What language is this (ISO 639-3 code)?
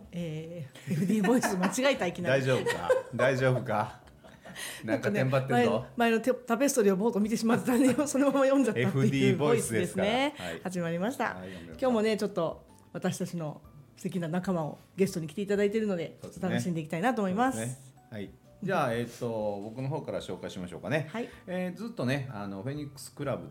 jpn